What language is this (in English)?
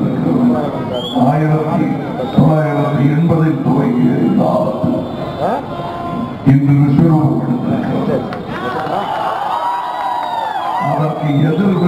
Tamil